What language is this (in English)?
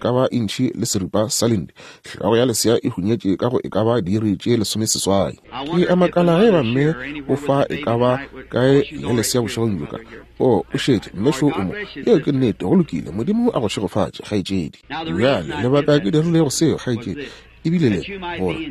Northern Sotho